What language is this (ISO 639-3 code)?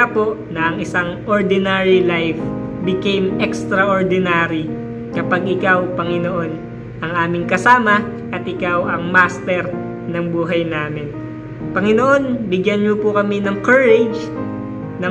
fil